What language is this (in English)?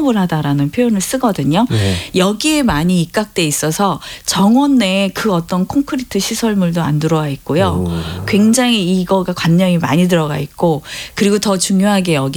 Korean